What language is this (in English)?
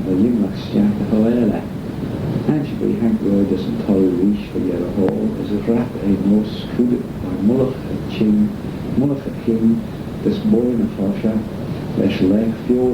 Manx